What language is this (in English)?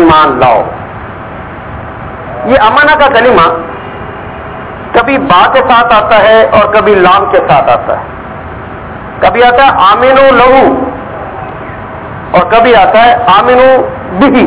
Urdu